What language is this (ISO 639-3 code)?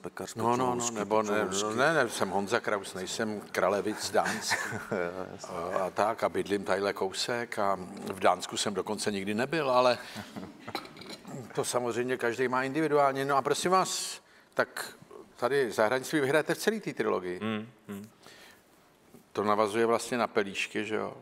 ces